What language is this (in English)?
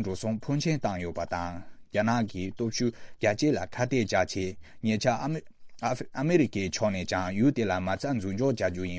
Tibetan